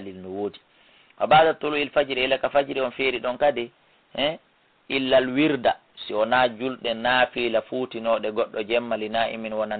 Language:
Fula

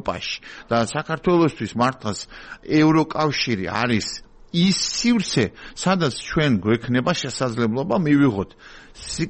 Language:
Georgian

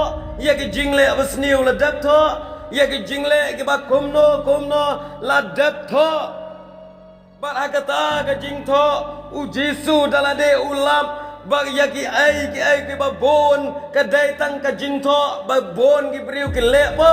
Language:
Khasi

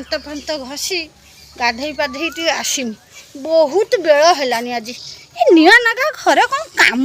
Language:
Odia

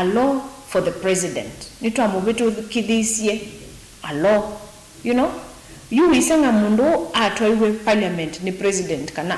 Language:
Kamba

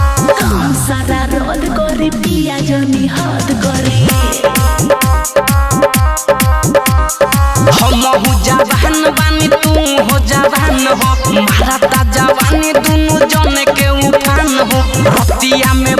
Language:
Bhojpuri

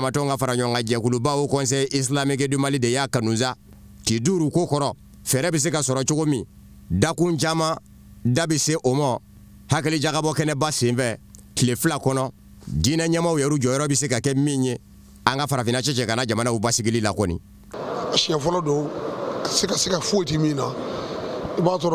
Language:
Bambara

